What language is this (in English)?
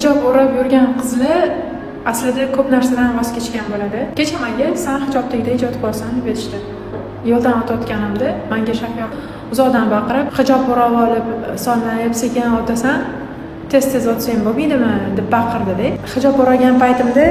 Uzbek